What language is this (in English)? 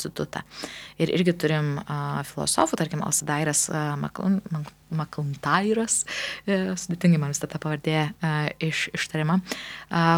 Lithuanian